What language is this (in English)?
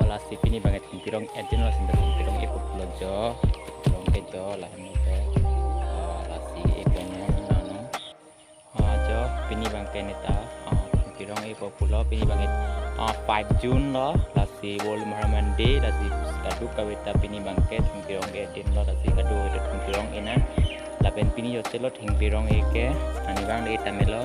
Karbi